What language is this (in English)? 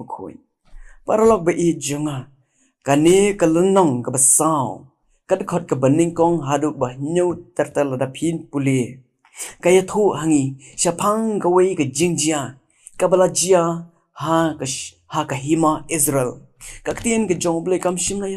Khasi